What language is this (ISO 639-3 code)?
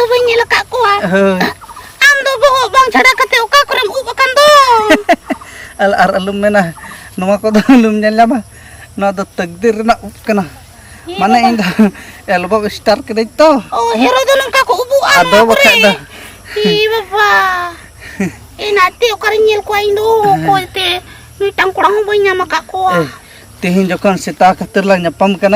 sat